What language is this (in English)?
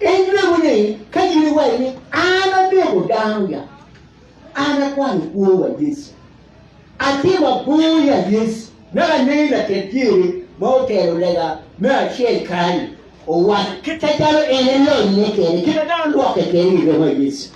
Acoli